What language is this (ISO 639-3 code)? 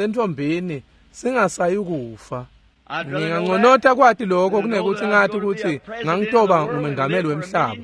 ssw